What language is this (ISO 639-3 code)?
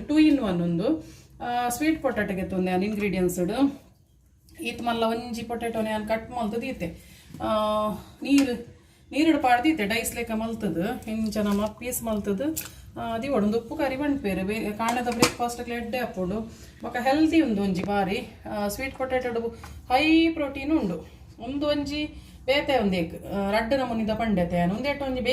tcy